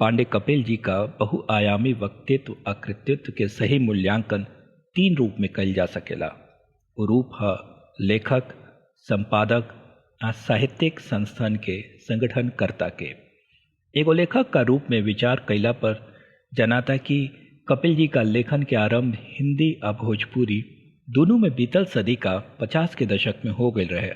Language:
Bhojpuri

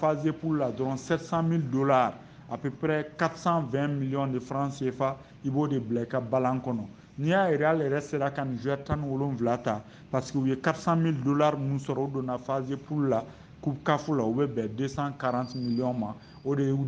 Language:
Bambara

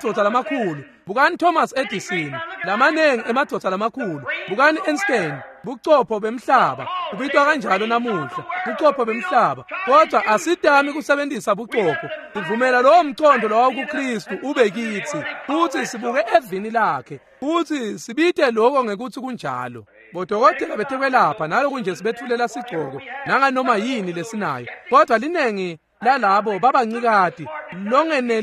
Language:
Swati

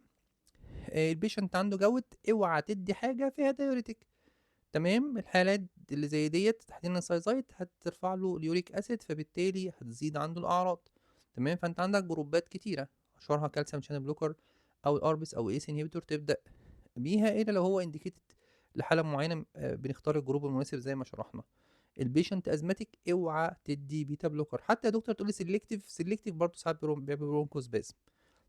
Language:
Egyptian Arabic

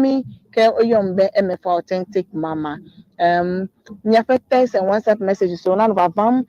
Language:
Ewe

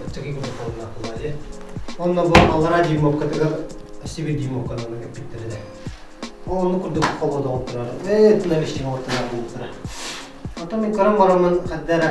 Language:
Yakut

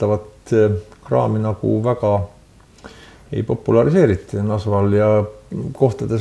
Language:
Estonian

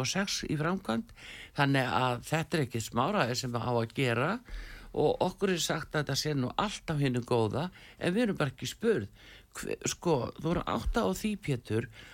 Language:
Icelandic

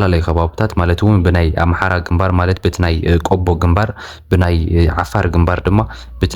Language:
Tigrinya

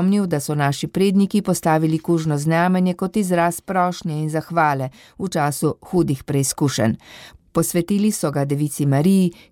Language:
Slovenian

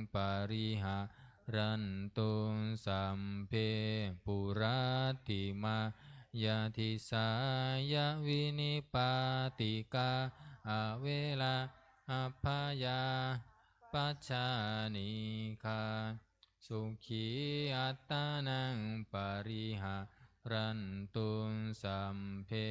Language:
Pali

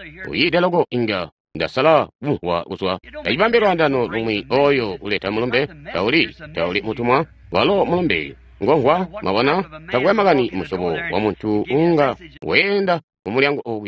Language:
Tonga (Zambia)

